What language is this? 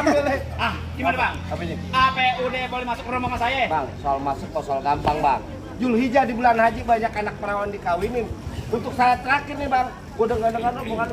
Betawi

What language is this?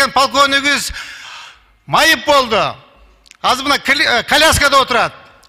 Kyrgyz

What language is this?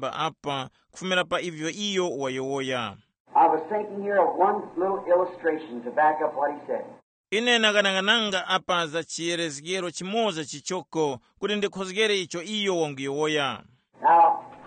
Tumbuka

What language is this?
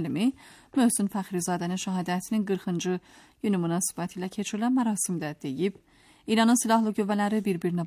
Azerbaijani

